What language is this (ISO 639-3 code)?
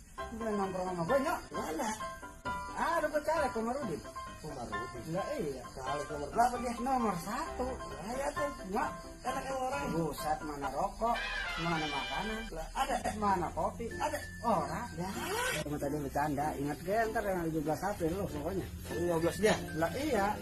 bew